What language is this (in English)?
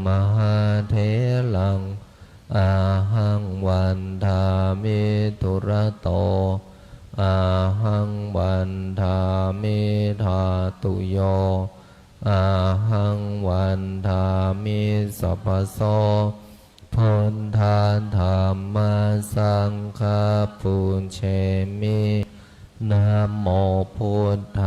Pali